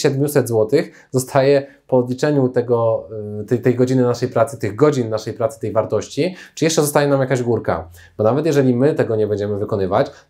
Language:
Polish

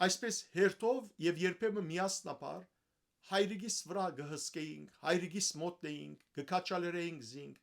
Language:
Western Armenian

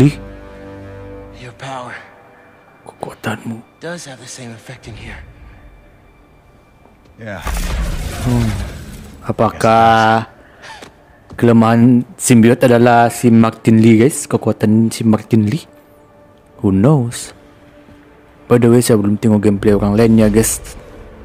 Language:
Malay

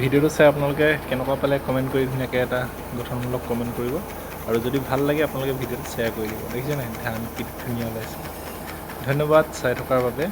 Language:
Assamese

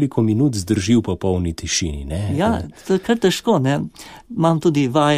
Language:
Slovenian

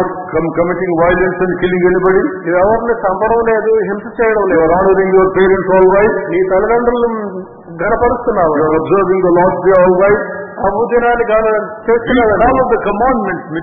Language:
Telugu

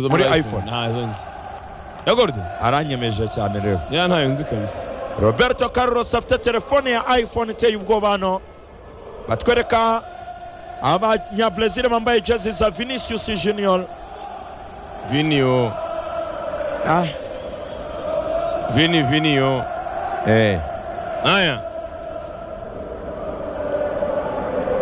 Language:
Kinyarwanda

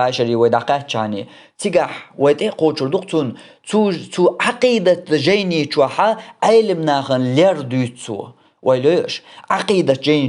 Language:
Chechen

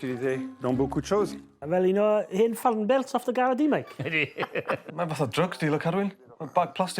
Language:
Welsh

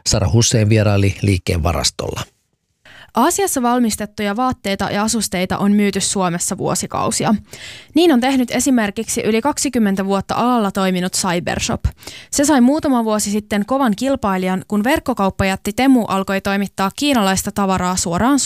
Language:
Finnish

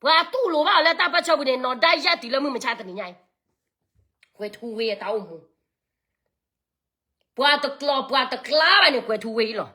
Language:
S'gaw Karen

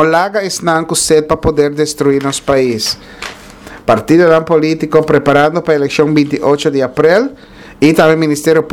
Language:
Papiamento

